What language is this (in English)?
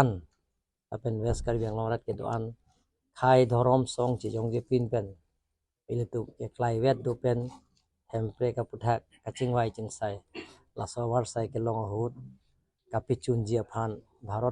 Karbi